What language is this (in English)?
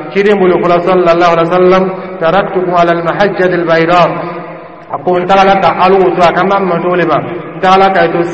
Dyula